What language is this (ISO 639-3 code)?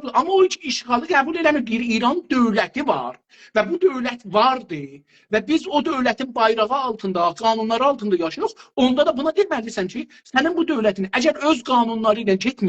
azb